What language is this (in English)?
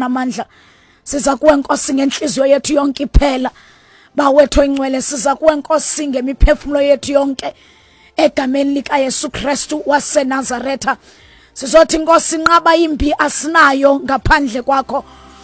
Xhosa